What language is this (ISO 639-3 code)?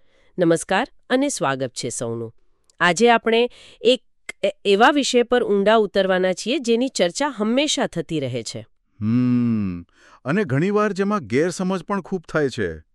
guj